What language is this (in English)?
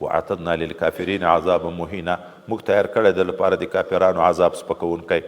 Pashto